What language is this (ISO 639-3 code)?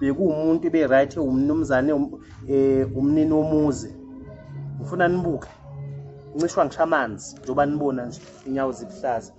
zul